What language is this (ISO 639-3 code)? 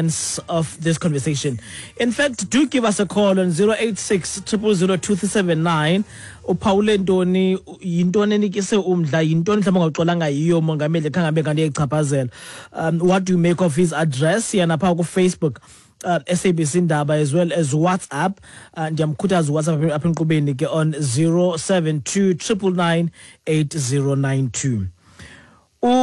xho